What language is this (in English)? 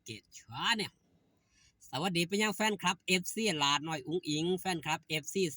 Northeastern Thai